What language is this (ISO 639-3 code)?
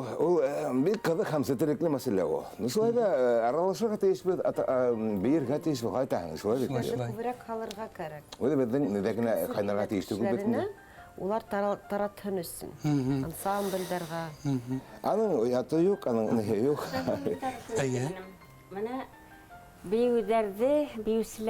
bak